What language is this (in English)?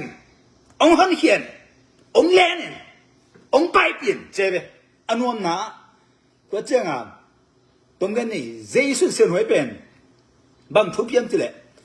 Tedim Chin